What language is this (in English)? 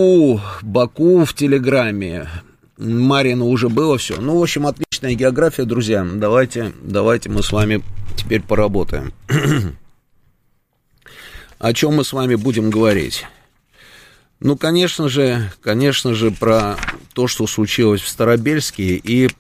Russian